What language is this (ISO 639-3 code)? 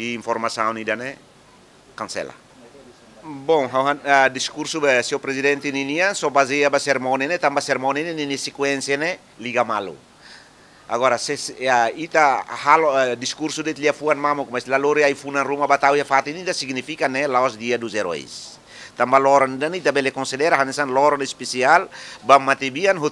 tet